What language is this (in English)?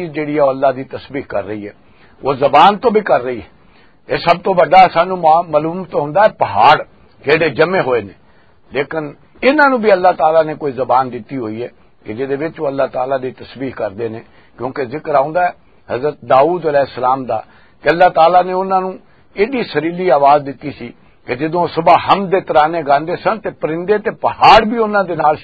Western Panjabi